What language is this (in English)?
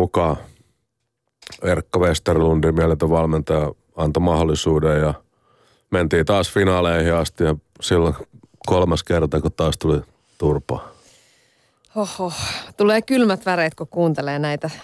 Finnish